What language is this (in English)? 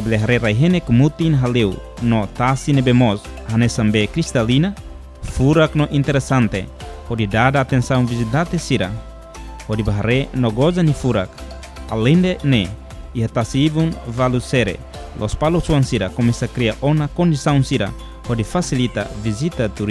Tetum